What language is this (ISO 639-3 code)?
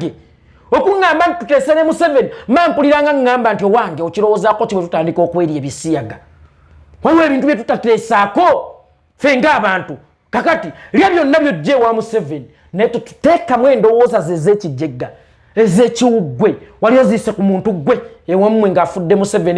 lug